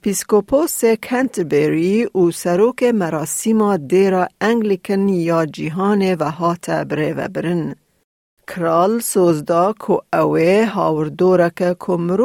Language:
Kurdish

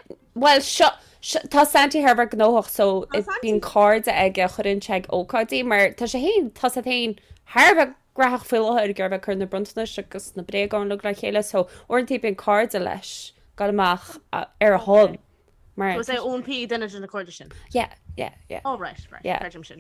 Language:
Irish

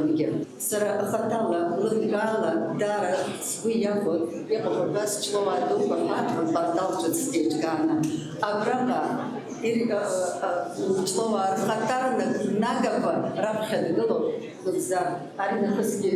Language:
Abkhazian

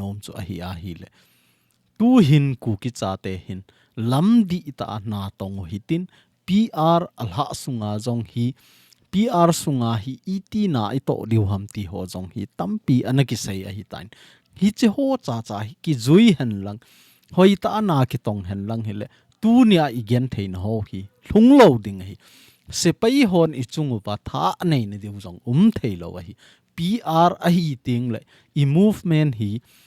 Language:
Thado Chin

